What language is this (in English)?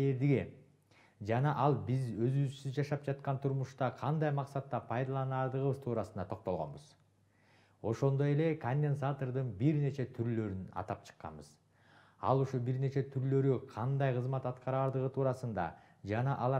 Kyrgyz